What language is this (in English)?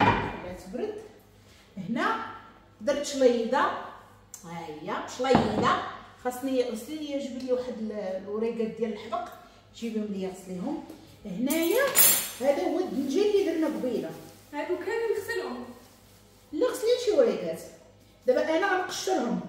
Moroccan Arabic